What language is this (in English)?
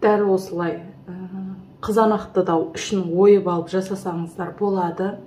Kazakh